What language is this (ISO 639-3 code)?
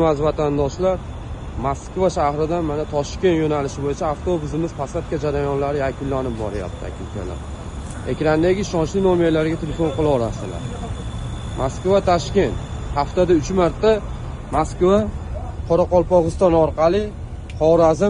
uzb